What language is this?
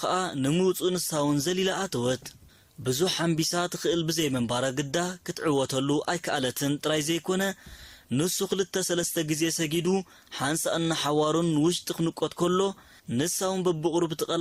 Tigrinya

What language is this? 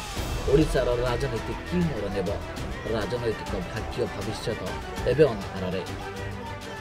Odia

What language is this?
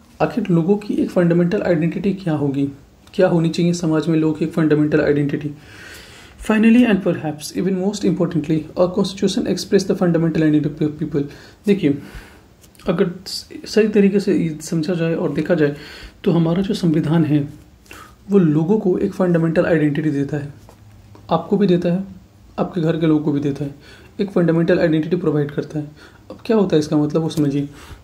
Hindi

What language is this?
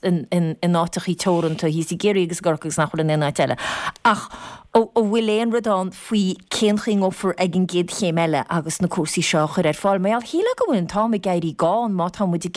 Irish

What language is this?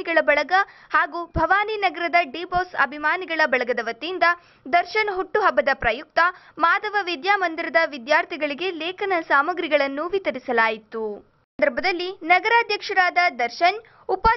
Kannada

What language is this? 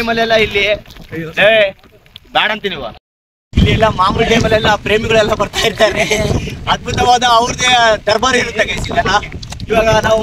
Kannada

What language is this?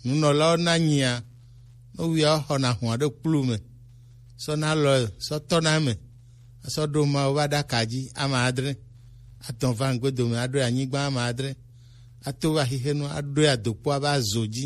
Gen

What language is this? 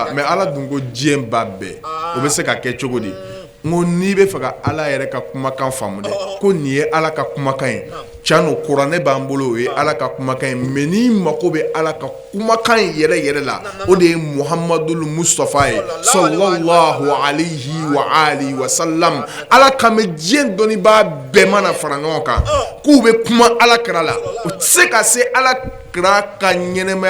Bambara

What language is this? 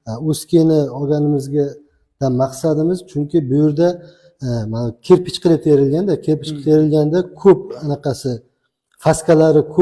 Uzbek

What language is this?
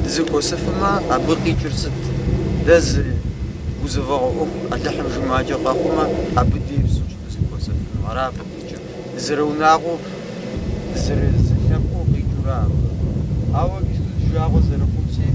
Kabardian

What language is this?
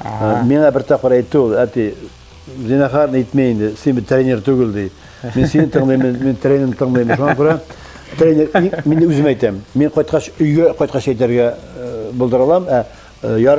Tatar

